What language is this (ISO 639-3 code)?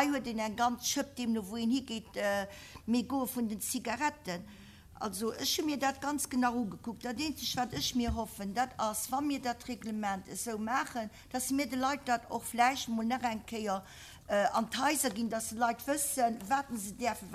ltz